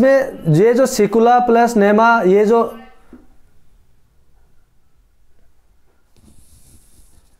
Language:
Hindi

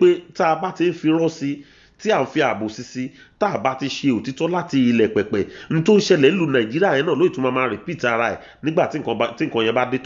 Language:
Yoruba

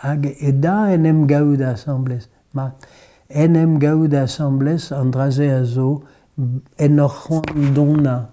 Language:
Breton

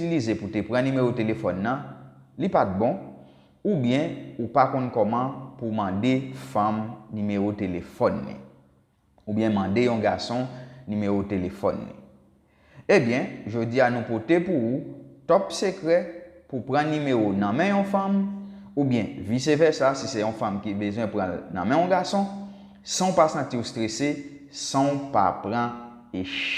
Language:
Haitian Creole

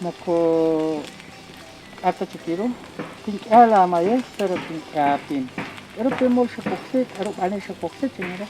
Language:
Kekchí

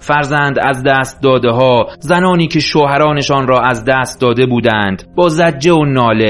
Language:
Persian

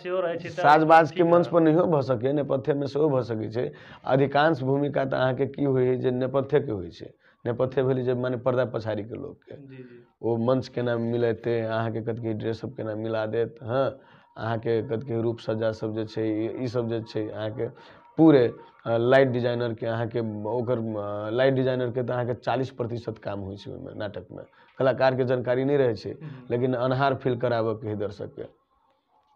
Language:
Maithili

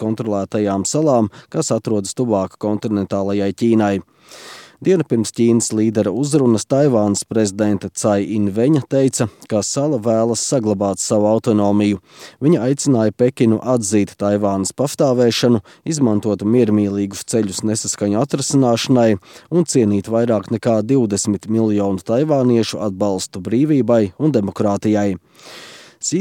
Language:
Latvian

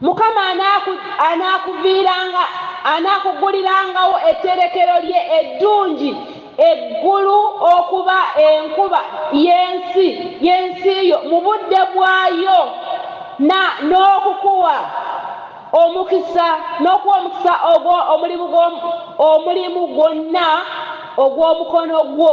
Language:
Ganda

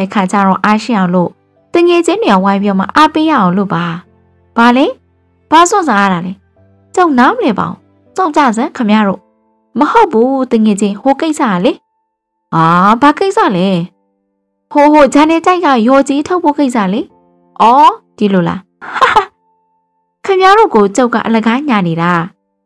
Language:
Burmese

